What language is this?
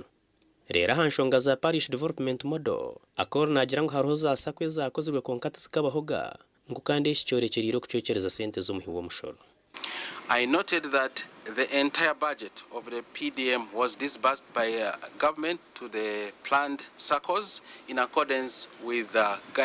Nyankole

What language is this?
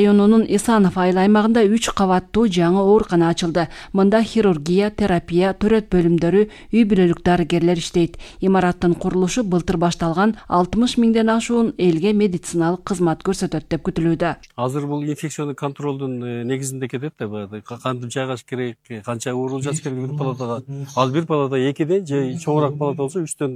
Kyrgyz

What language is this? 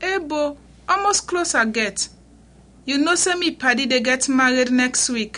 Krio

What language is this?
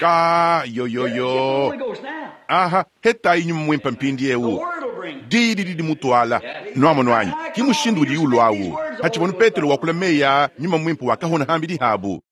Luba-Lulua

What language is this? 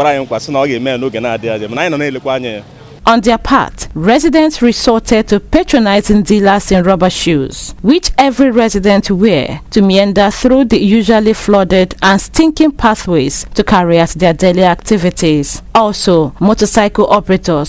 Igbo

